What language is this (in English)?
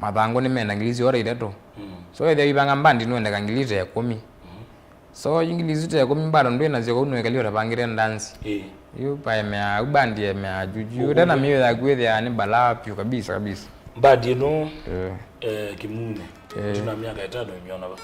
Kamba